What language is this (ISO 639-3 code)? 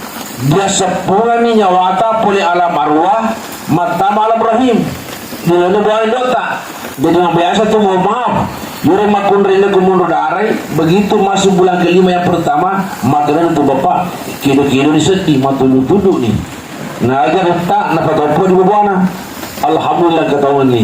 bug